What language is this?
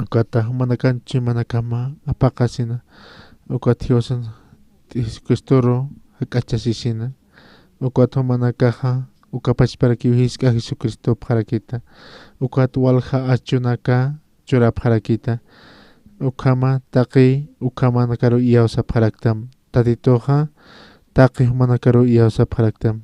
Aymara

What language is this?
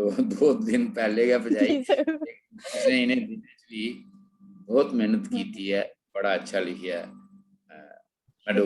Dogri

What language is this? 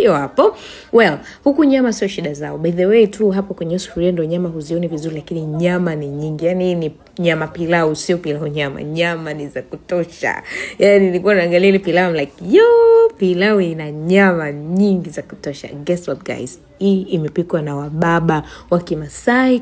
Swahili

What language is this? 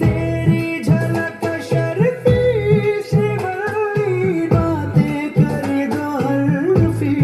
Konkani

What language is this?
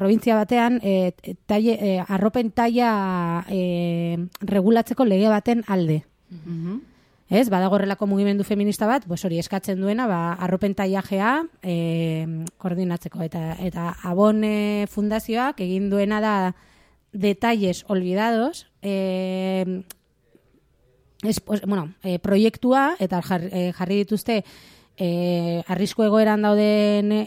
Basque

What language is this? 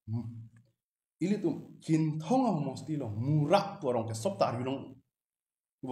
Karbi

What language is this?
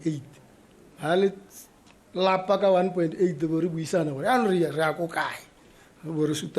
Tswana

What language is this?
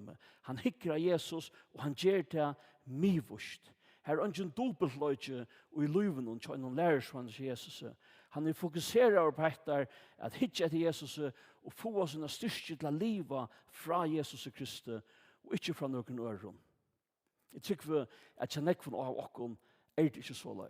Faroese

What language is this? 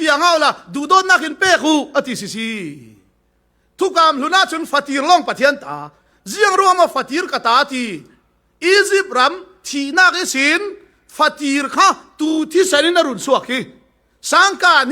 Falam Chin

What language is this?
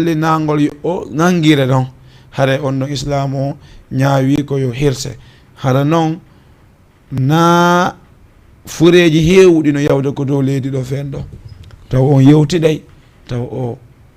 Fula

